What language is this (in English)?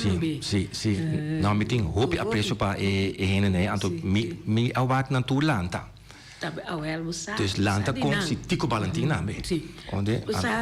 Papiamento